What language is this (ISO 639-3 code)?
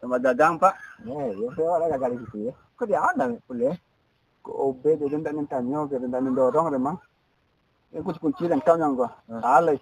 min